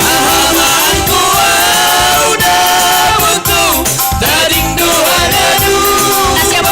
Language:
Batak Simalungun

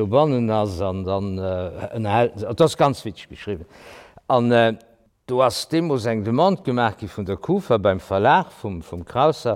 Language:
Luxembourgish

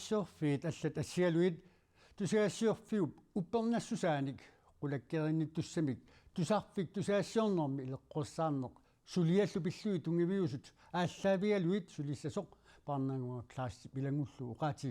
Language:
Kalaallisut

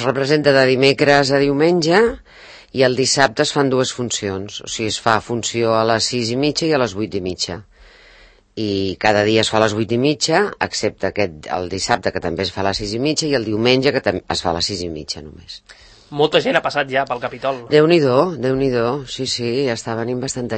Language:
Catalan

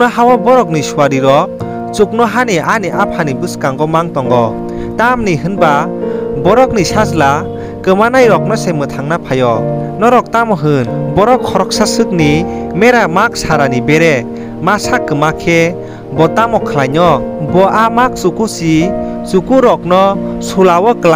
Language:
Kok Borok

